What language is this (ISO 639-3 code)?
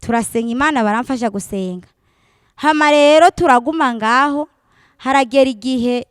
run